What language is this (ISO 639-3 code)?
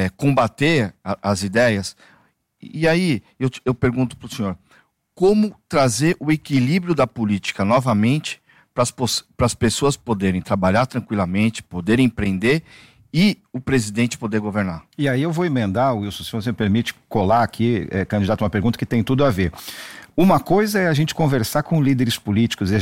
por